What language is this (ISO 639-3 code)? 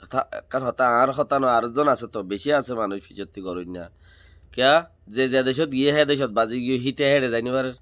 rhg